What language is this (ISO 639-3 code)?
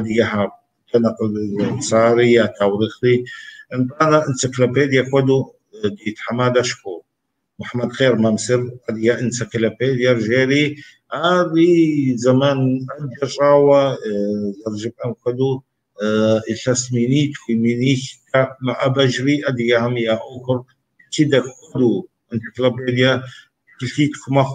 kbd